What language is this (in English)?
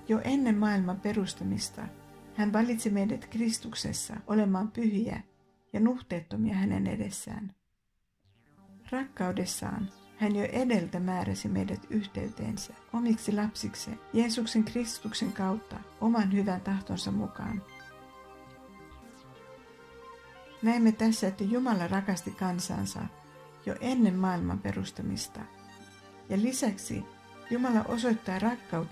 Finnish